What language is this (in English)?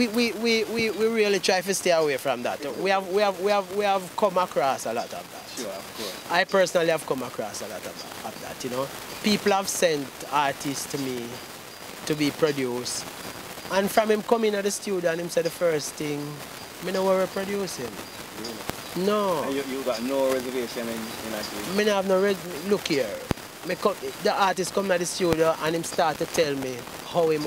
Jamaican Creole English